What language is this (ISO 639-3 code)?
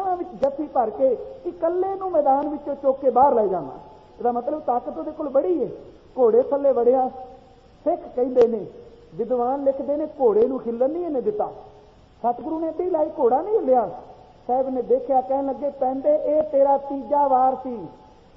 pan